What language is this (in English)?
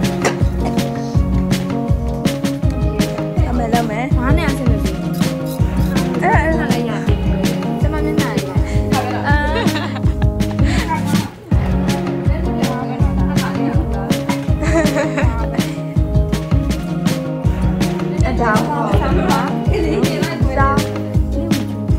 Burmese